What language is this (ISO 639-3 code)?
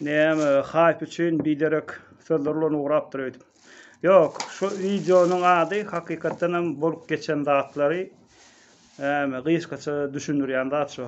tuk